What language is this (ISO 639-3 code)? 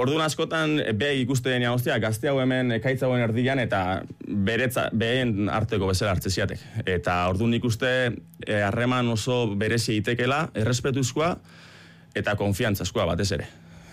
eus